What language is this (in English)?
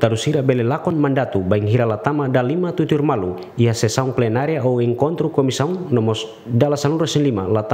Tetum